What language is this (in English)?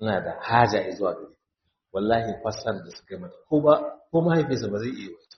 Hausa